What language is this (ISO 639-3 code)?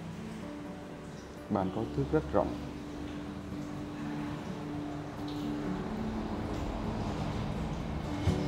vie